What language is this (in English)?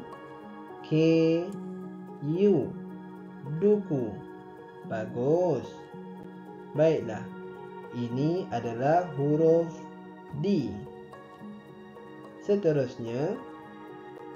Malay